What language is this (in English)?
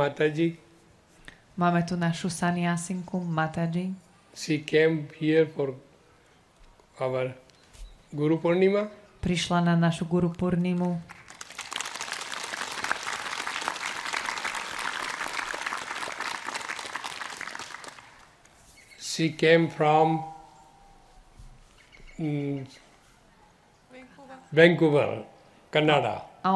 Slovak